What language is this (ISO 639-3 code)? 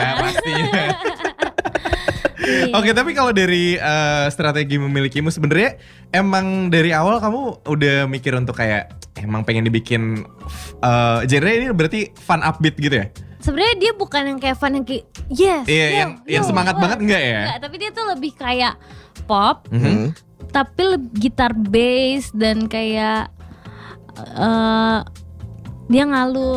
ind